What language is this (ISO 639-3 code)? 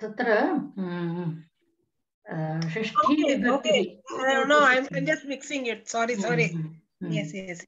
san